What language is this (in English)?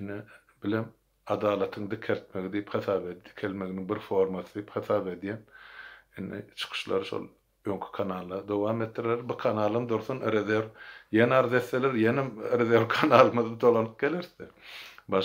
Turkmen